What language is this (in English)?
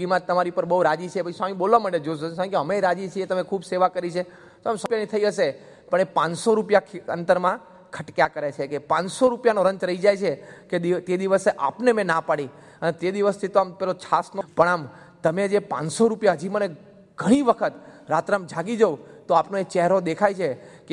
Gujarati